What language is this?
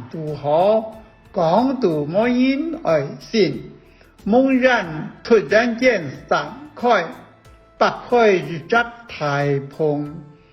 Hakka Chinese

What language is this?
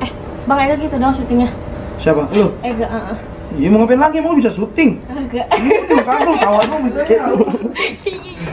Betawi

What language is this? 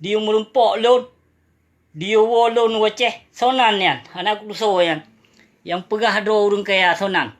Achinese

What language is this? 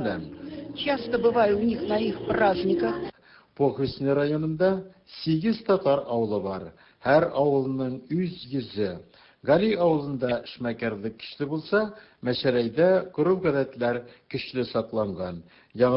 Tatar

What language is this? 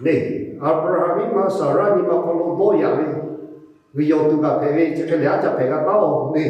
Lahu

